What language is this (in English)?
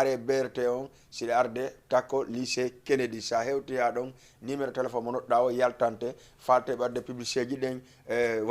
Fula